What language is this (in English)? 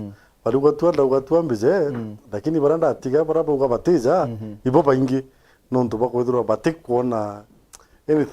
Meru